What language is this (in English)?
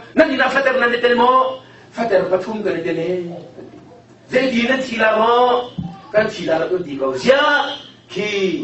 Hakha Chin